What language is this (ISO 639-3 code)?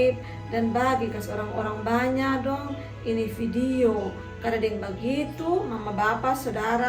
mkn